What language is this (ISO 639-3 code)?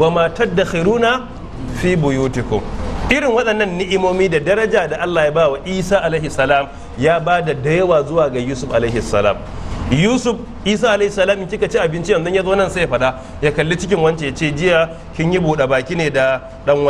hau